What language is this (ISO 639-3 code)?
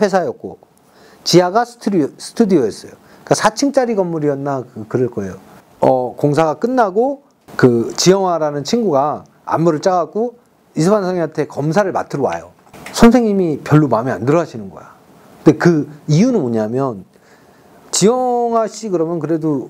kor